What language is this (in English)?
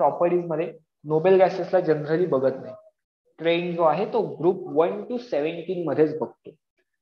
Marathi